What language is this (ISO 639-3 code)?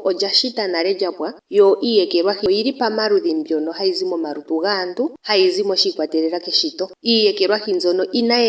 ndo